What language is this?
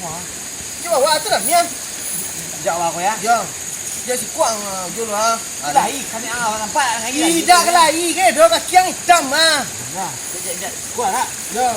Minangkabau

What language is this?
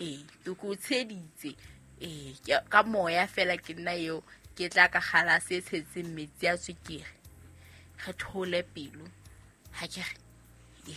Southern Sotho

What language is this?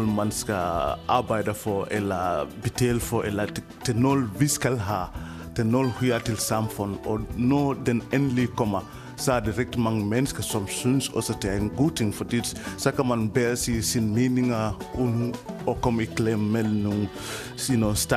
Danish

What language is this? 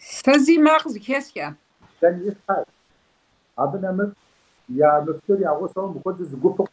Kabardian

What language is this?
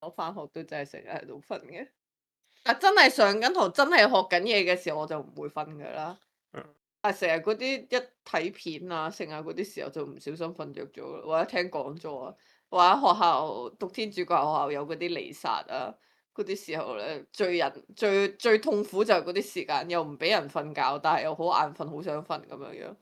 Cantonese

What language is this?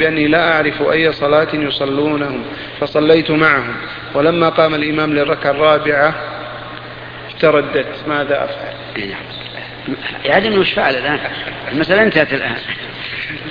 Arabic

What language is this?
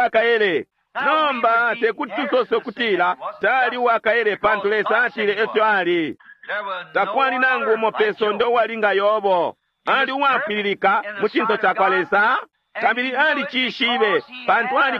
Bemba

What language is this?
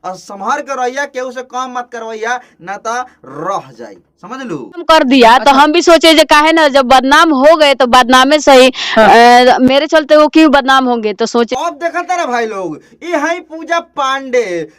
Bhojpuri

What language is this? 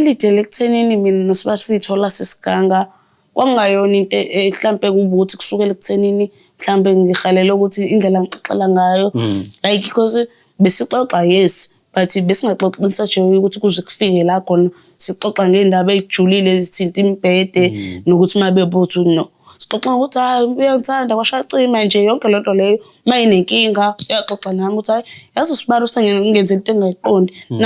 Zulu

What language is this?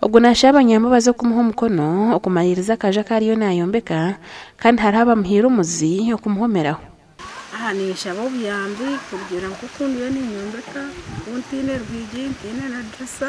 Nyankole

